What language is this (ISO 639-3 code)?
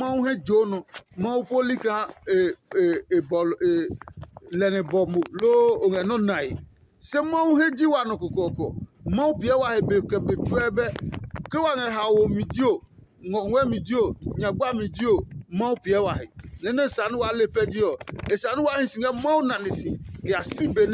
ada